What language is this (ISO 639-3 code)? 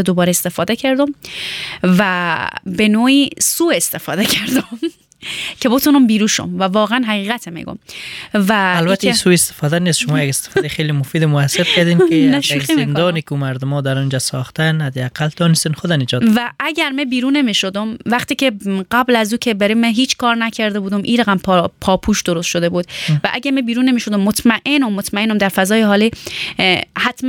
fas